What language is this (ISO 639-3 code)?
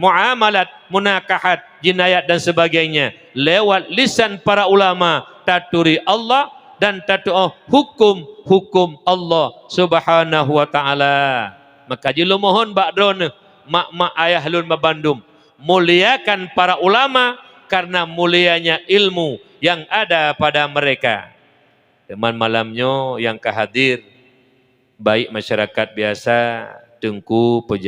ace